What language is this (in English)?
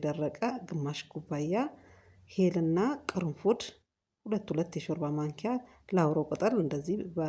Amharic